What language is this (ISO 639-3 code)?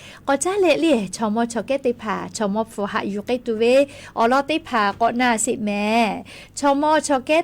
lhu